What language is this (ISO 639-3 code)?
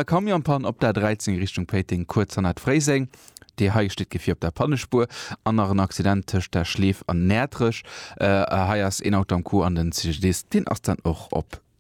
ltz